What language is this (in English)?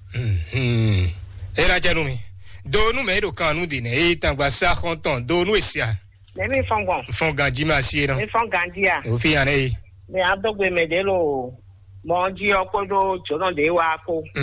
Fon